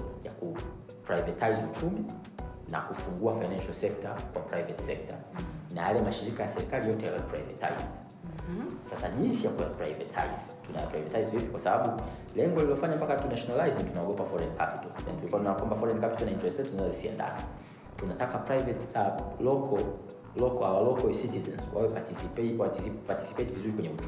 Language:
Swahili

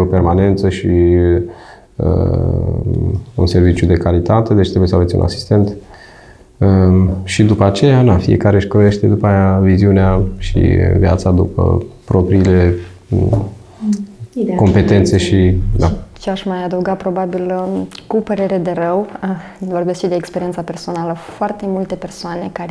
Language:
Romanian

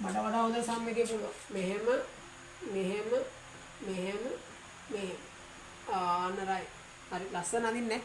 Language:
Sinhala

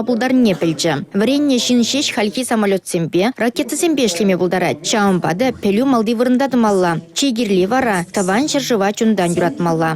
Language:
Chuvash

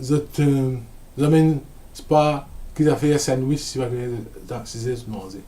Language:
Morisyen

